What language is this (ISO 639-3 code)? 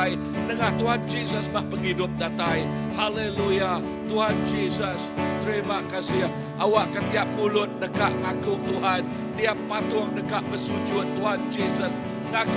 iba